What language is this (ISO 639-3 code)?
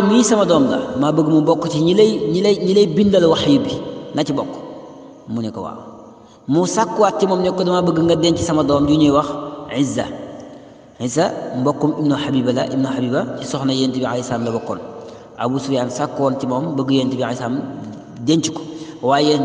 wol